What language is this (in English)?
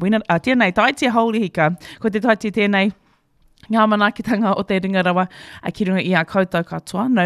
Māori